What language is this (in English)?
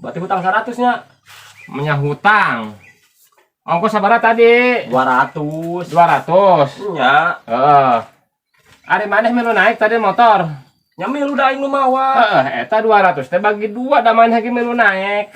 Sundanese